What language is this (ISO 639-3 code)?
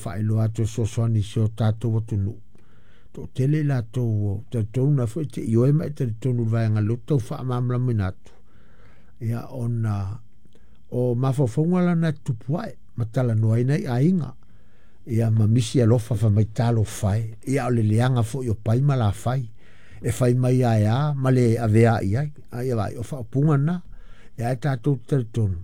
smo